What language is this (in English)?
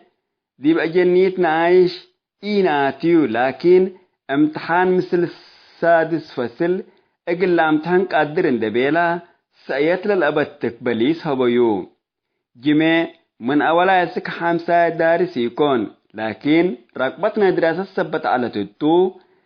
Tigre